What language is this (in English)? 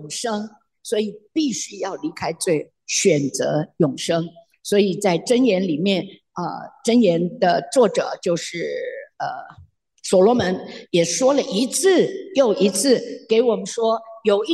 Chinese